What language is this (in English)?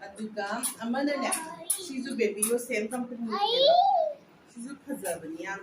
Manipuri